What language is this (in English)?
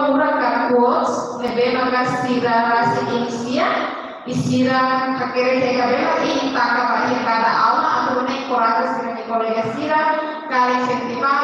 Tetum